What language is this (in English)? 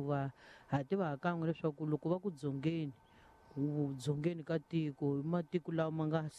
Tsonga